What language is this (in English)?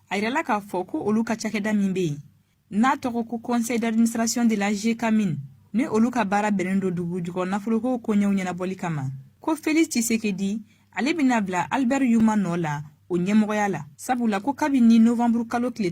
Bambara